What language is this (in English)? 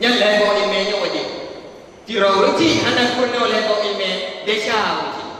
Achinese